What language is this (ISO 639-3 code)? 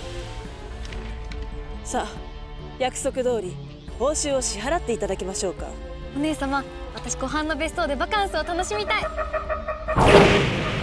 jpn